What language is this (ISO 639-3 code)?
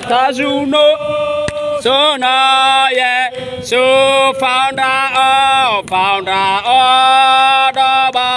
nia